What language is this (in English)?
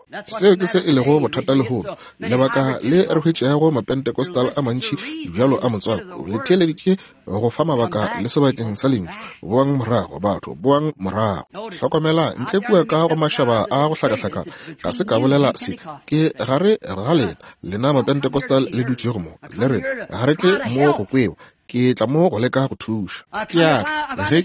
Northern Sotho